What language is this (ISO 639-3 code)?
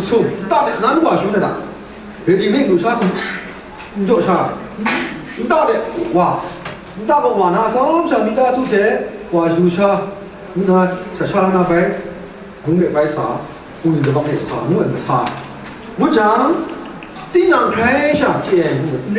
kac